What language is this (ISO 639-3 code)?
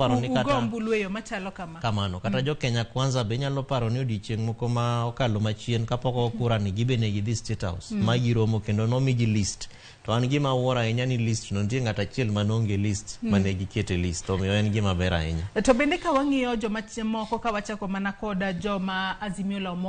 luo